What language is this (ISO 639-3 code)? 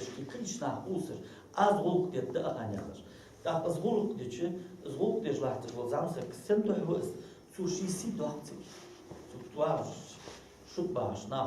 inh